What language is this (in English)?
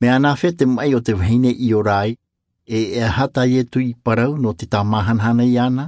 Tahitian